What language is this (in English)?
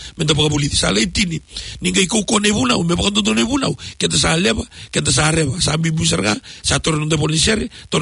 Fijian